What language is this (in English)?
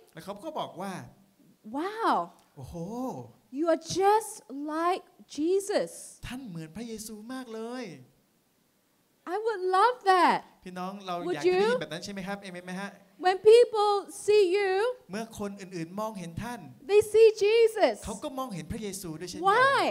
Thai